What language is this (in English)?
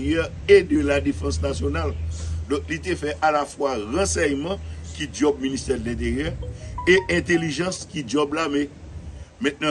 Haitian Creole